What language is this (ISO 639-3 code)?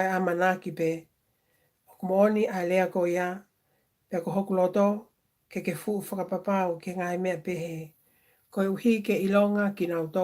ton